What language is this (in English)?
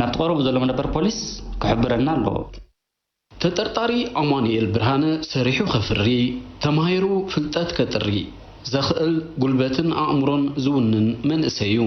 Tigrinya